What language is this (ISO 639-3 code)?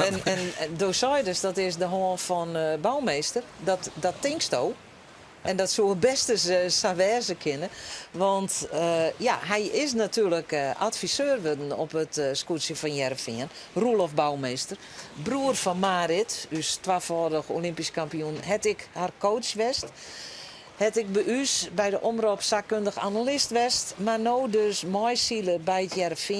fry